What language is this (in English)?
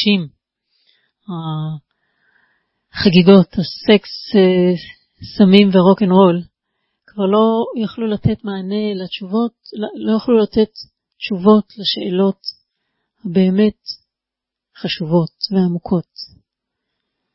Hebrew